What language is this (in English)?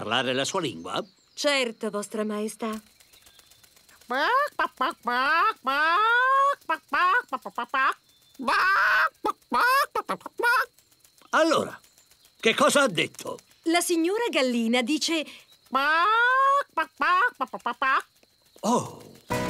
Italian